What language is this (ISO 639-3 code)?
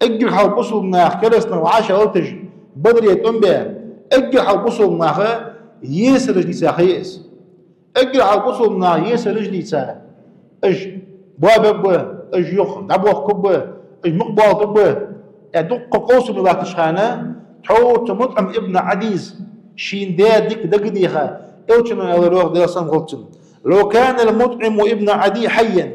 inh